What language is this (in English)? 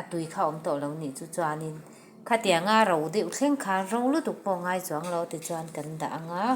Mizo